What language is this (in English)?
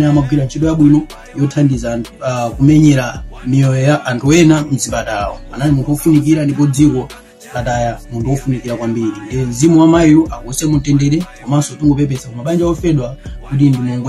Nyanja